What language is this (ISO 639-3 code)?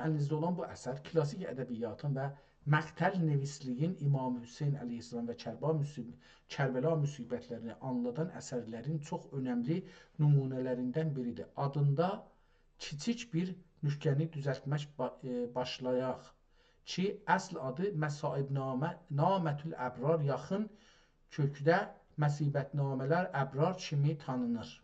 azb